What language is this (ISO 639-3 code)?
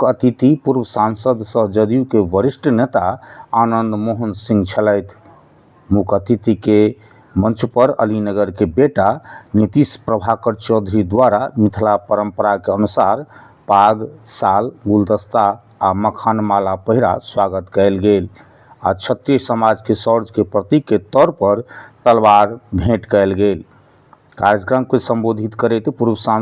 mai